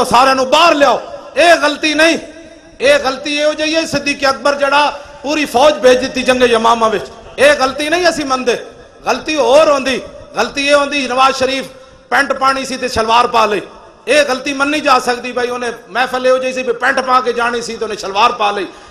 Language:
Western Panjabi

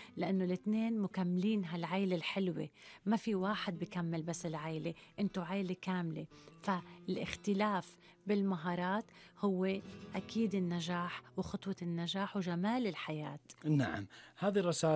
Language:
Gulf Arabic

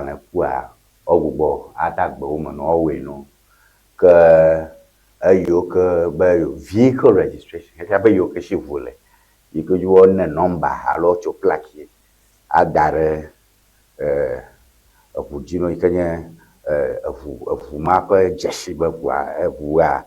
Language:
Ewe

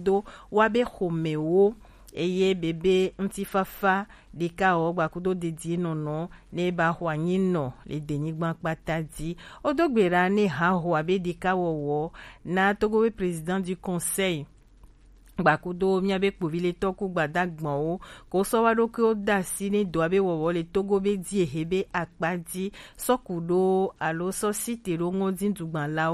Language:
Gen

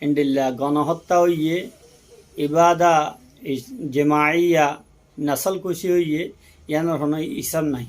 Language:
Rohingya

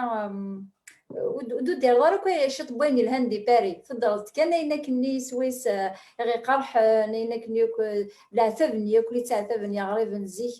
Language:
Kabyle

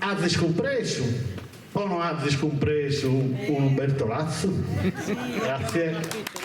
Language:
Sardinian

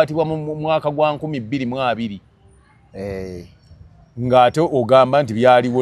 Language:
Ganda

